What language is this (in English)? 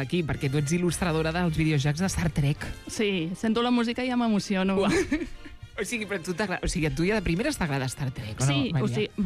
Catalan